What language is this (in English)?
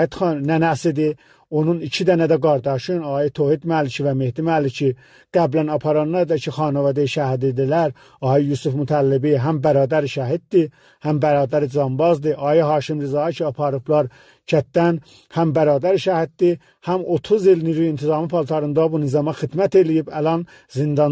South Azerbaijani